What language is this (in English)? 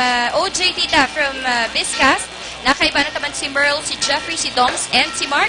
Bikol